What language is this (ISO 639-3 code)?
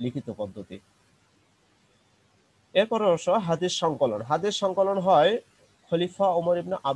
ben